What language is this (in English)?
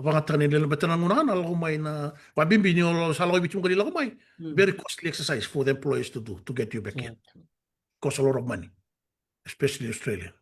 Fijian